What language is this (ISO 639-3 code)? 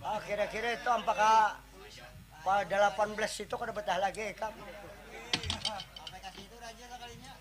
bjn